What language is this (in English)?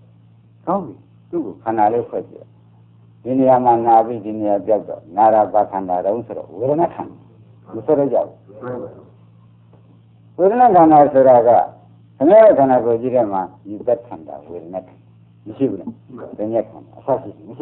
Burmese